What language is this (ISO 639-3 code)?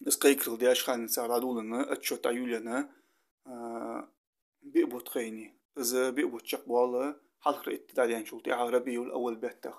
inh